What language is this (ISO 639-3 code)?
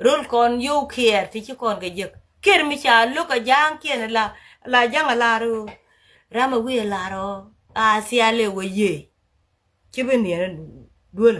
nus